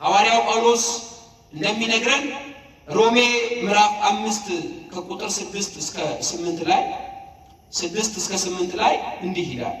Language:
Amharic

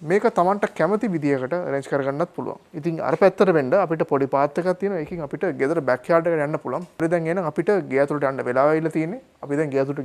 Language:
Sinhala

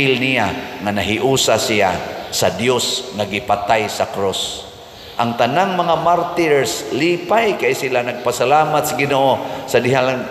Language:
Cebuano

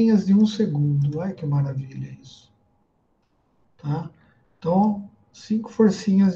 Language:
Portuguese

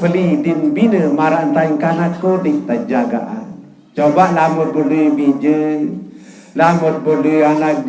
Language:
Sasak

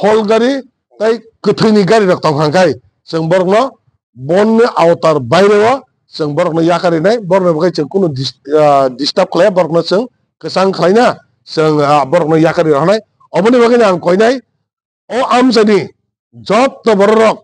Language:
Kok Borok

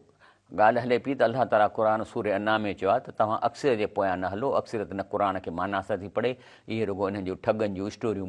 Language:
Sindhi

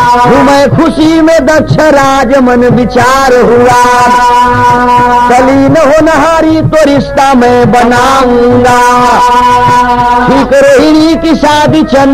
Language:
Bhojpuri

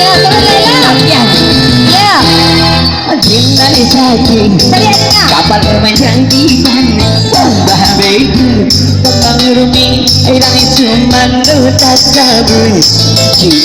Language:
Minangkabau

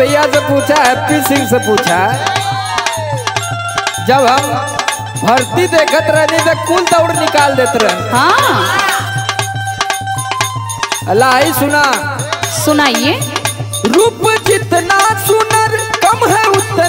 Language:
Bhojpuri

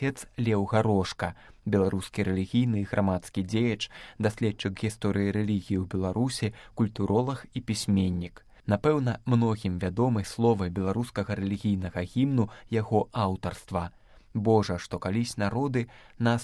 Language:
Belarusian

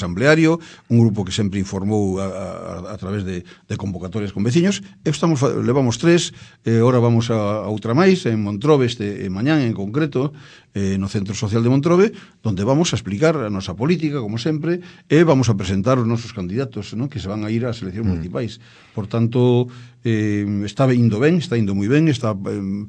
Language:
Galician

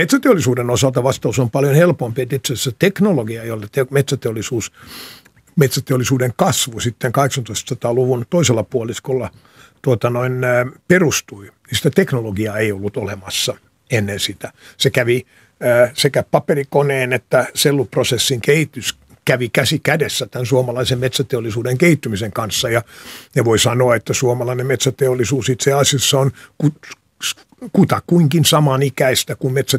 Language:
Finnish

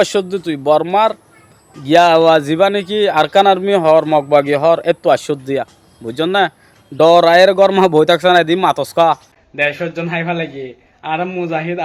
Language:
Rohingya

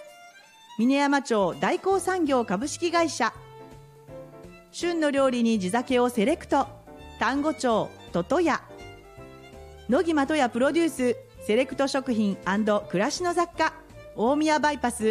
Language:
Japanese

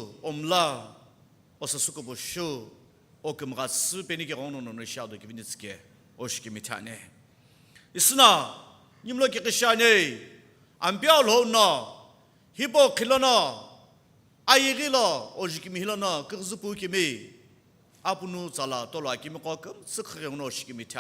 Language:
Sumi Naga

